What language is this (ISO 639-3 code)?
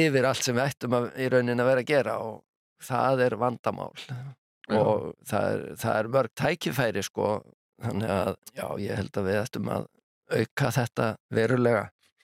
isl